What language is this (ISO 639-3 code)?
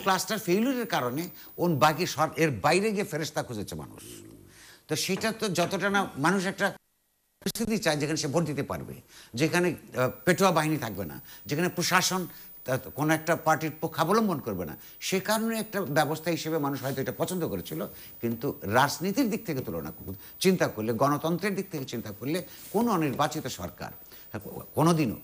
ben